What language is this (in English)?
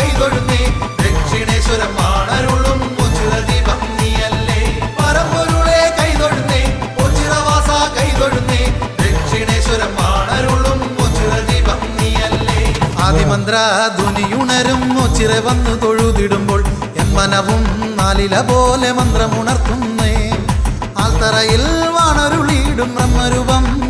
Malayalam